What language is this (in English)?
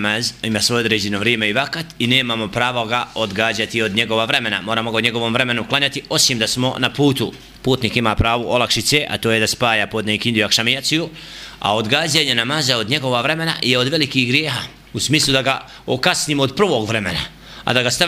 Bosnian